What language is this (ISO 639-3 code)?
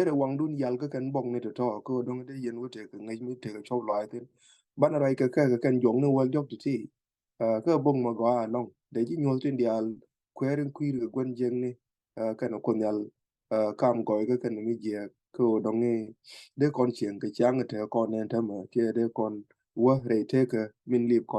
nus